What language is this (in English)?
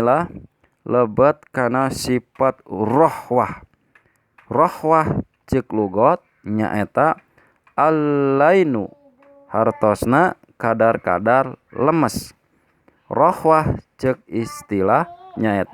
Sundanese